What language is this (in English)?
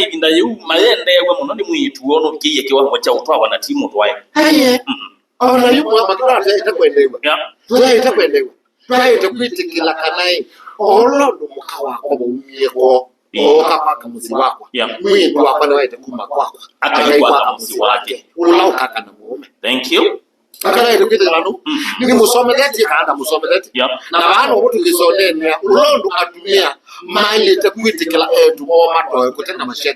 Kamba